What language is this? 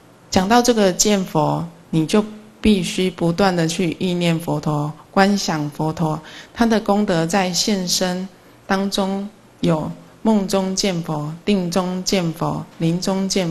Chinese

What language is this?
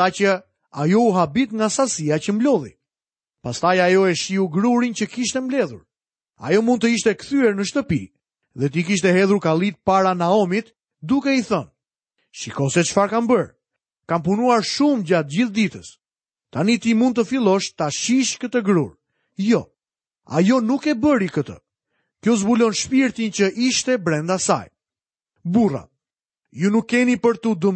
Albanian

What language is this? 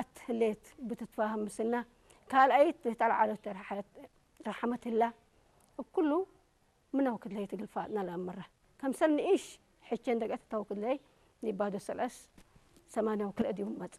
Tigrinya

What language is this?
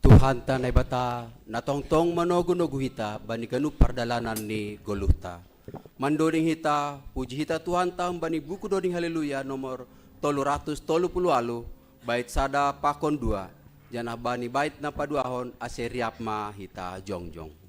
Batak Simalungun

